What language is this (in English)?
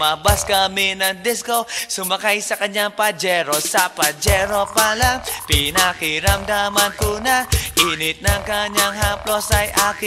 Filipino